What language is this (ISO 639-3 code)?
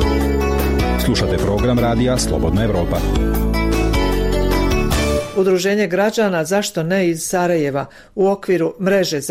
bos